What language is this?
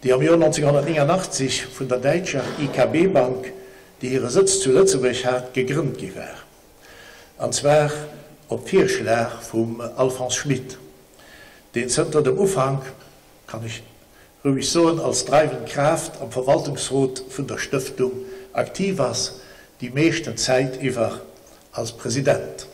Luxembourgish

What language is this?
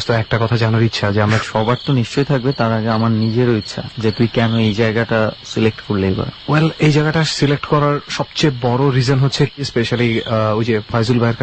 Bangla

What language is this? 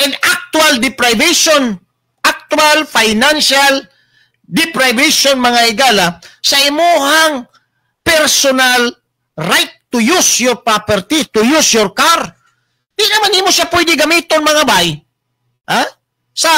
Cebuano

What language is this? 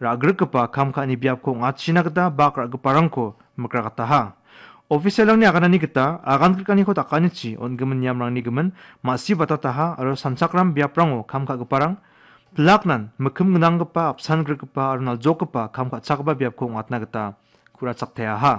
Garo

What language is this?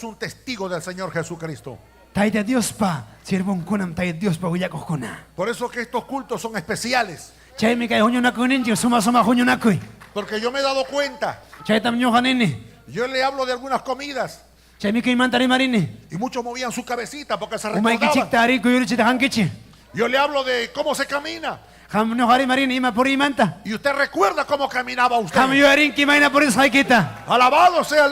Ayacucho Quechua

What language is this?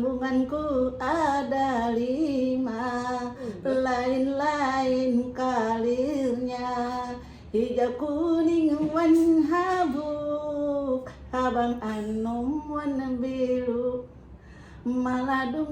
Banjar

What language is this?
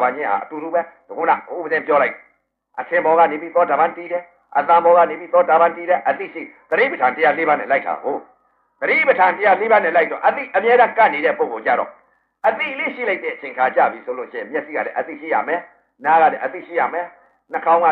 Burmese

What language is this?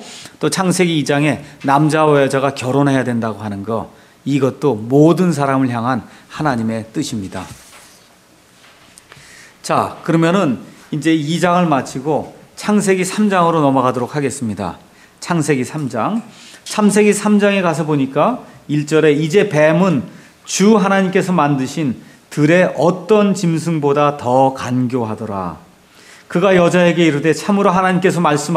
Korean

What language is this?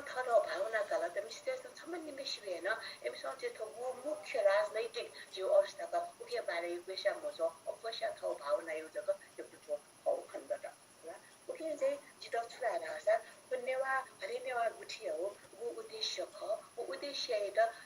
Newari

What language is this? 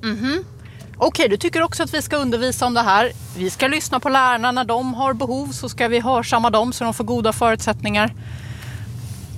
Swedish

